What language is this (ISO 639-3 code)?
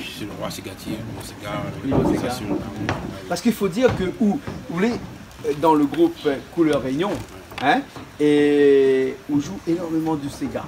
rcf